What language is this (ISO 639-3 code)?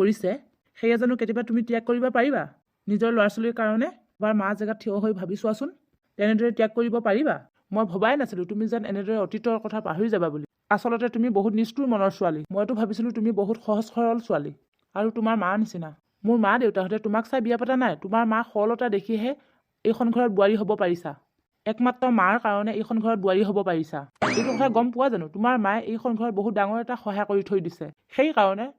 asm